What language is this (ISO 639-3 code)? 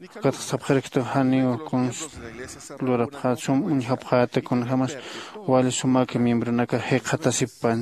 aym